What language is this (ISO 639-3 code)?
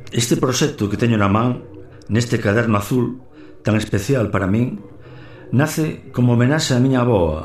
glg